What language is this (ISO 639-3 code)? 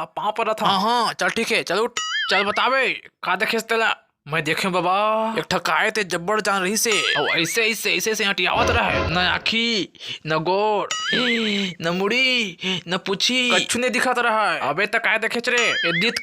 hne